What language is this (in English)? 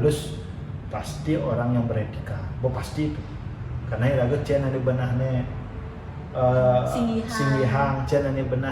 Balinese